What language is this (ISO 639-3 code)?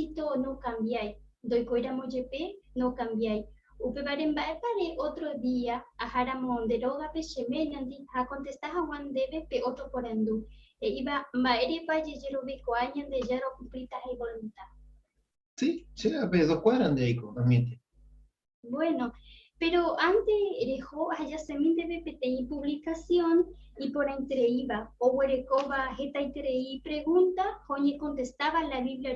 grn